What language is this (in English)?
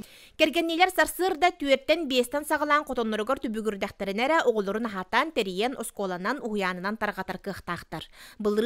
Yakut